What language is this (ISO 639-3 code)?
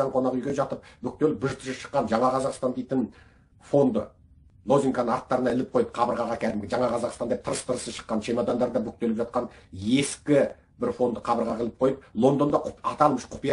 kaz